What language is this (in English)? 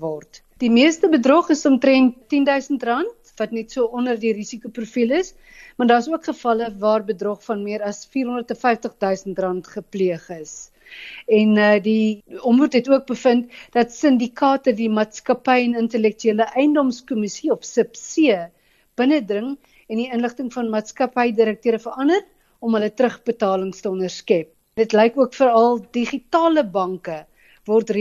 Afrikaans